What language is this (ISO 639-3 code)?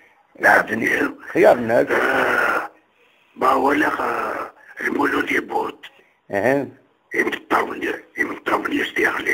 kab